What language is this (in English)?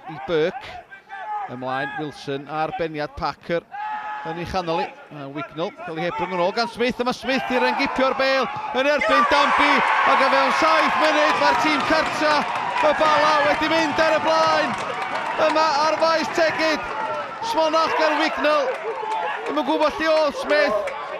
Welsh